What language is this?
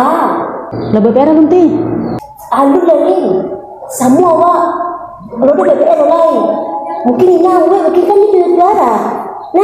Minangkabau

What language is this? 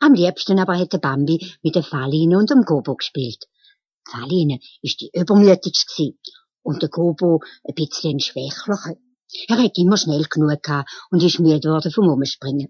Swiss German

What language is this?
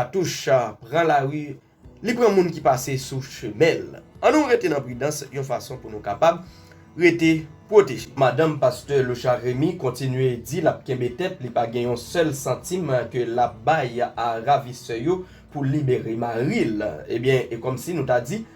Haitian Creole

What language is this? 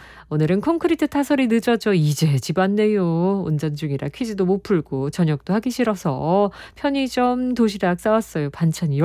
Korean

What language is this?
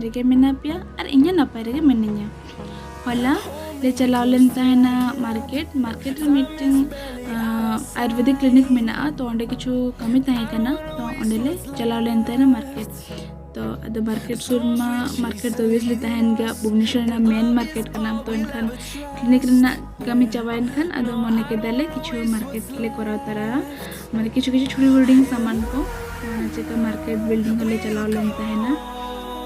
Santali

